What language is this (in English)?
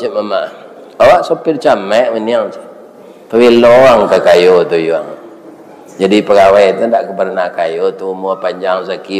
Minangkabau